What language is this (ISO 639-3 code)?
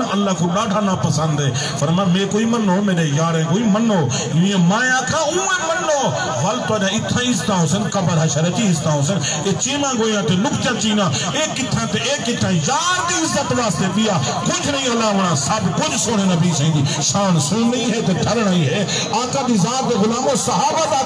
skr